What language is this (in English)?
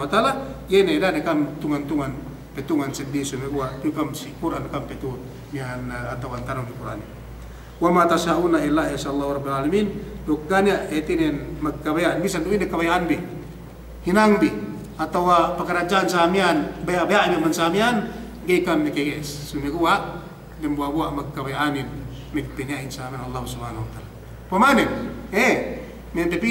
Yakan